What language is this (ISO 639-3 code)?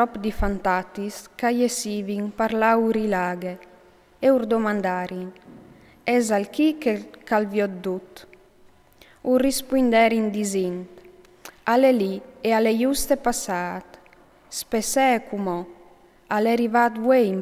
fur